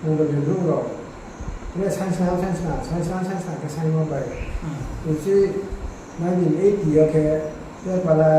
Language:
Riang (India)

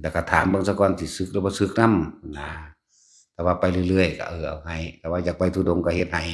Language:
Northeastern Thai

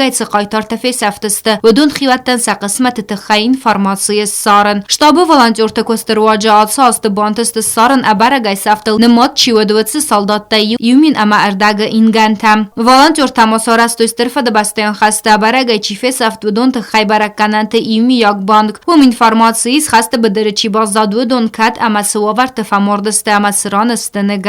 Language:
Ossetic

